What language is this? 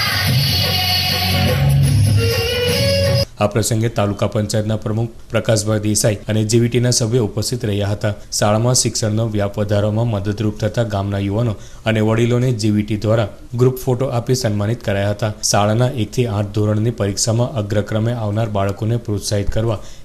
Gujarati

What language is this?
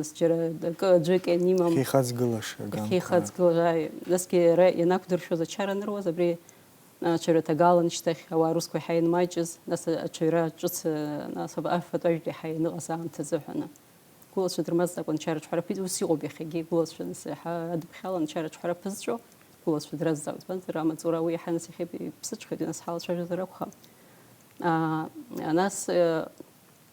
Abkhazian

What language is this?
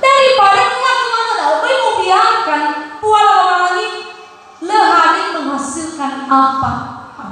Nias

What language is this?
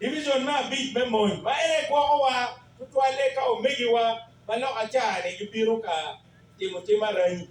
Acoli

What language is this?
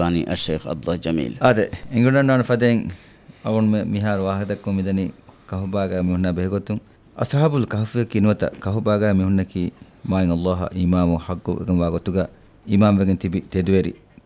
Divehi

